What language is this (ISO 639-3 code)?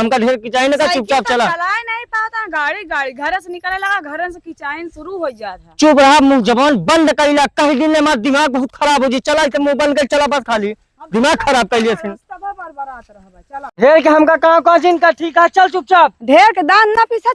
awa